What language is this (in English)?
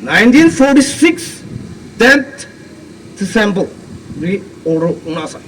Tangkhul Naga (India)